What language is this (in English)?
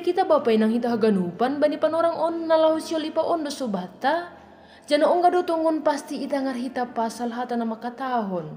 Batak Simalungun